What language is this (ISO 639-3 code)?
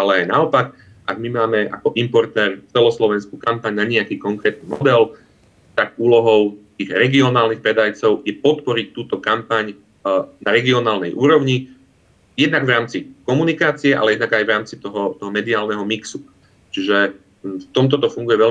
slk